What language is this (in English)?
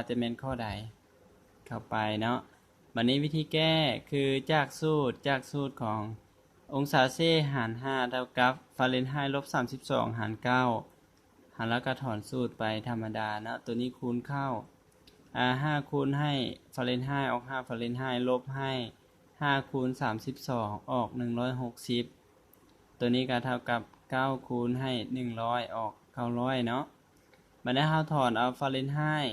Lao